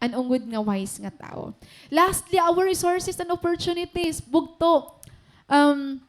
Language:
Waray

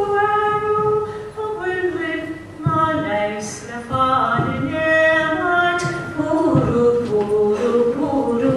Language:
Irish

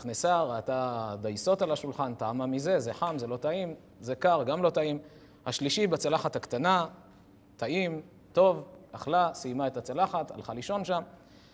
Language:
Hebrew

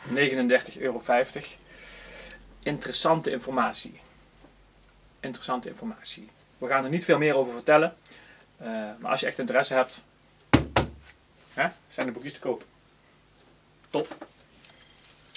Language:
Dutch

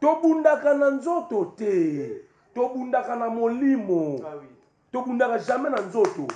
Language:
Lingala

